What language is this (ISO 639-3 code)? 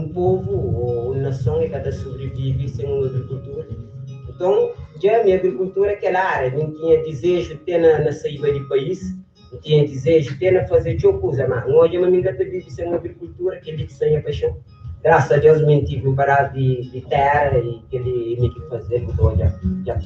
kea